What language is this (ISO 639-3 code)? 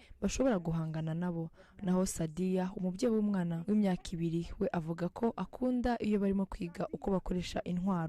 kin